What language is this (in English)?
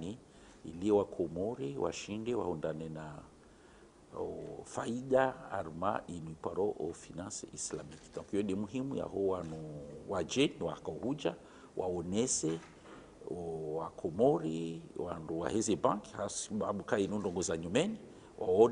Ngazidja Comorian